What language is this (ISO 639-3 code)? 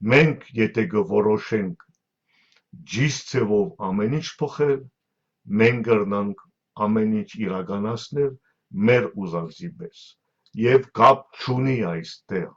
hyw